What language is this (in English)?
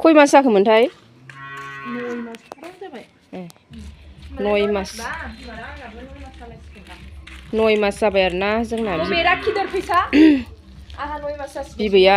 Bodo